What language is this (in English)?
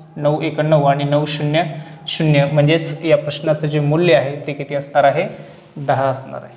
Marathi